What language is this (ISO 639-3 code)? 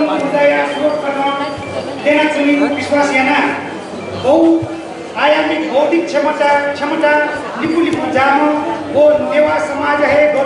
new